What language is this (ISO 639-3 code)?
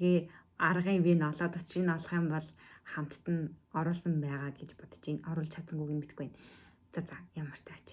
mon